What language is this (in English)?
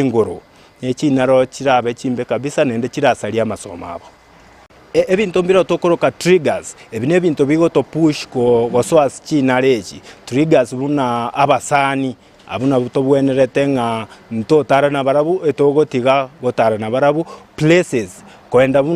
Gusii